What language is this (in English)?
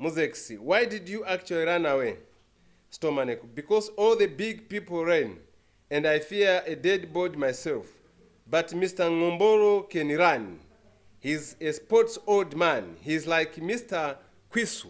Lozi